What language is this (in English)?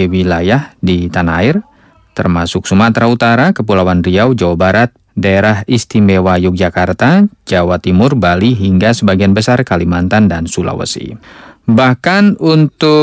Indonesian